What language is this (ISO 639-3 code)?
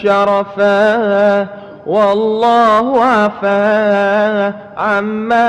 mad